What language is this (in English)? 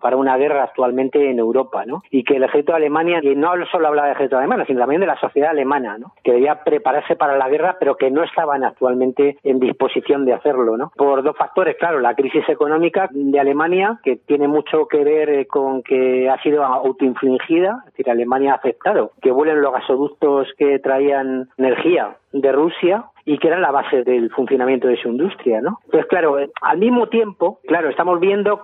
Spanish